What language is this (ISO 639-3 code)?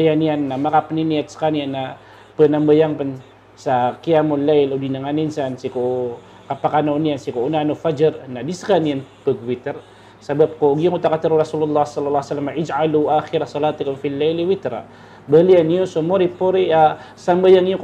mrw